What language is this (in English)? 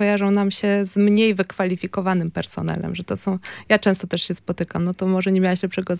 Polish